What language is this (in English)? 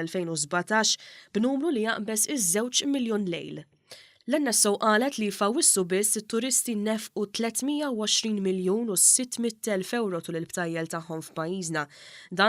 Maltese